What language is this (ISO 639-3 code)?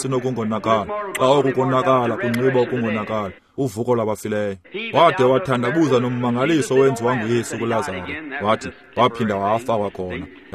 xho